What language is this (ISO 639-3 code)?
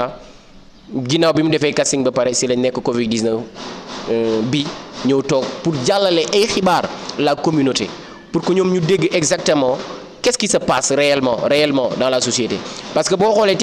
wol